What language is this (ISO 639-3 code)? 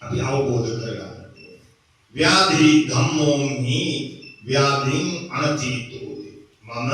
sin